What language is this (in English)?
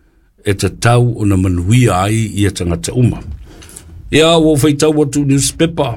Samoan